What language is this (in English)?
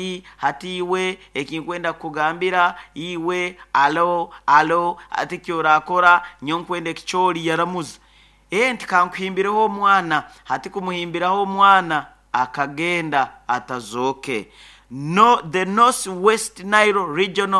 Nyoro